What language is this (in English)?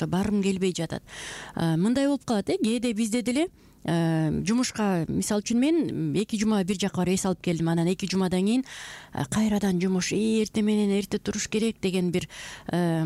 Kyrgyz